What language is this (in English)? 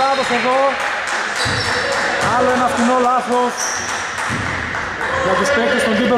Greek